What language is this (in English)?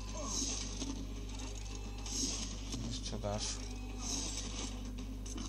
Hungarian